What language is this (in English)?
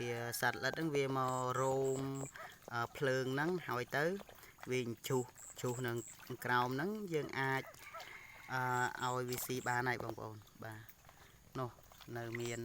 Khmer